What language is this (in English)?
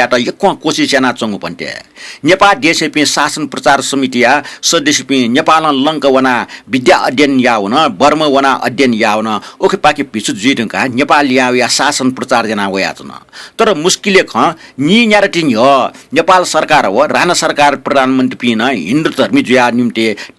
Newari